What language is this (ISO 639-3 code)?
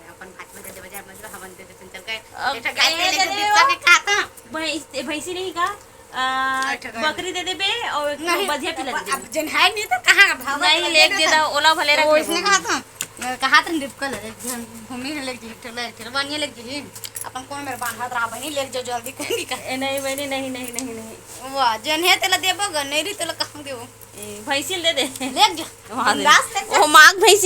hne